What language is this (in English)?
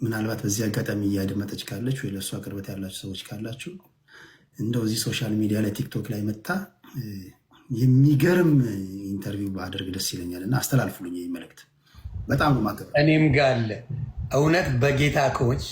Amharic